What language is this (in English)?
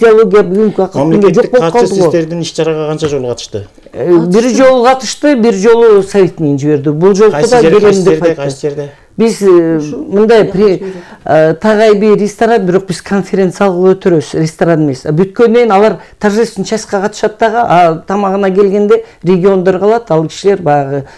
Kyrgyz